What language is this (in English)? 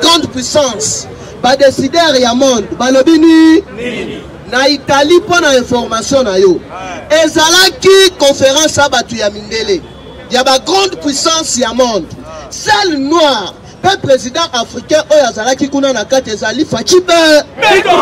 Lingala